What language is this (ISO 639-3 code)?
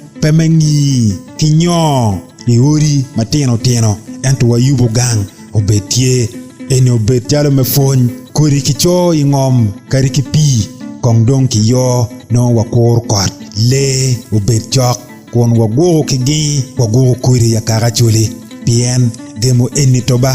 ach